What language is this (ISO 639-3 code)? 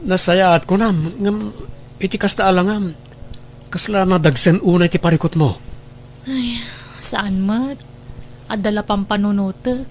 ilo